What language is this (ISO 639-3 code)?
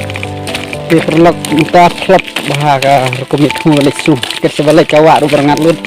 kha